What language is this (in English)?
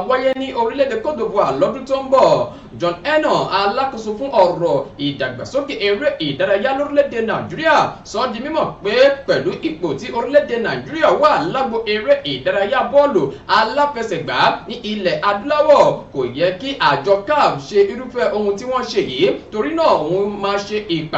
Yoruba